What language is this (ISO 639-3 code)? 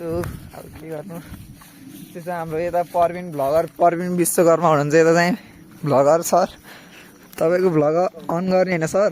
nep